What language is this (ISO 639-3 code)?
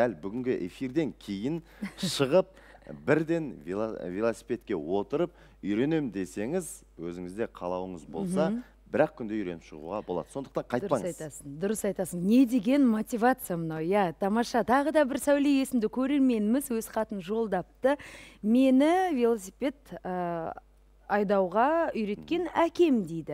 kaz